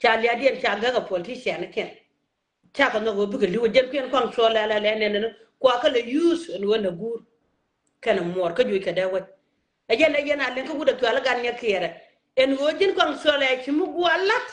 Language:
Nuer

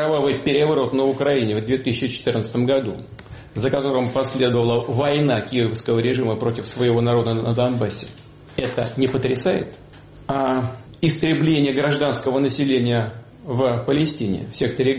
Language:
Russian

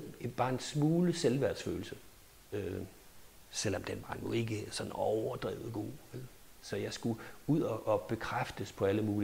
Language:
Danish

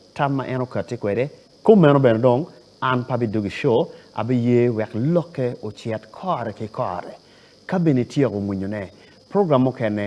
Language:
Acoli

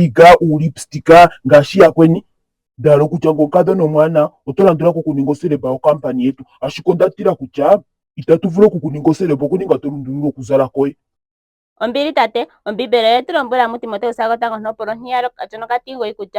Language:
Ndonga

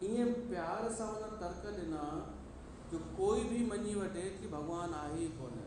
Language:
Sindhi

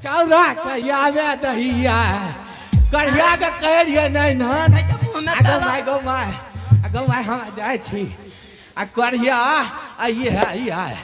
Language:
Angika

